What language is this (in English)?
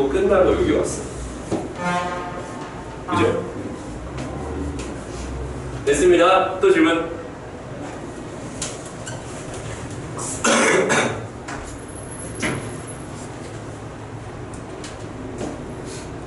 Korean